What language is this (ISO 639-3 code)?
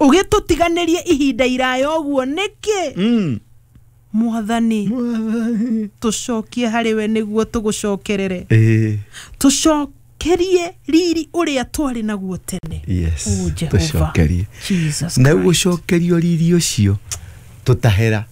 kik